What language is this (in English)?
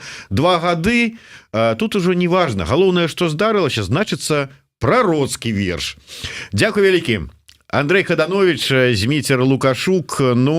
Belarusian